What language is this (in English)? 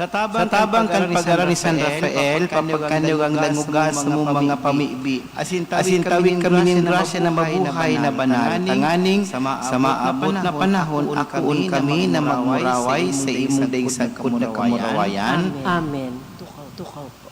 Bikol